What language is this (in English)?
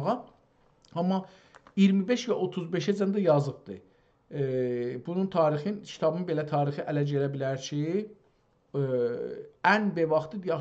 South Azerbaijani